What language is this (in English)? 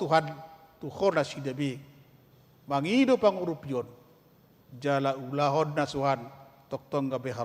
Batak Toba